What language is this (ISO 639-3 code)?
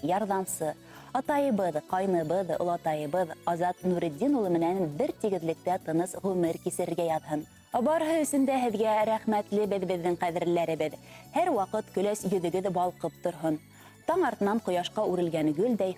bak